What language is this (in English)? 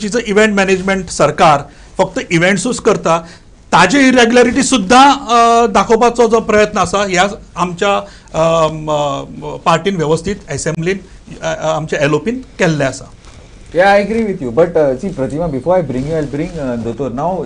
Konkani